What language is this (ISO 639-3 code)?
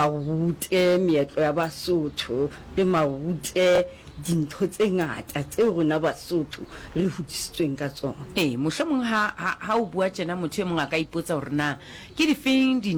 sot